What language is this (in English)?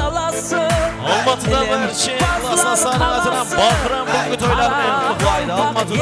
Kara-Kalpak